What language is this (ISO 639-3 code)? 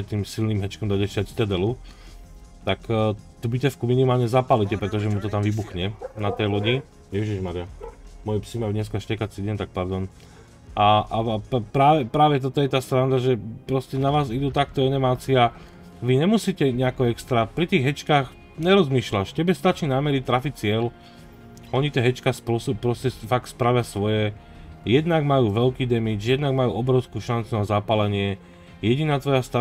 slk